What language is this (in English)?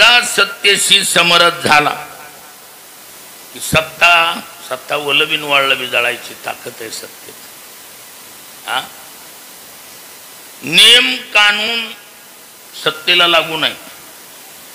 Marathi